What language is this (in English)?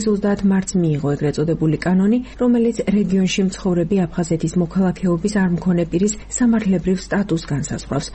Georgian